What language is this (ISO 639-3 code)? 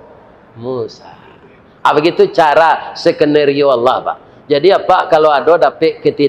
min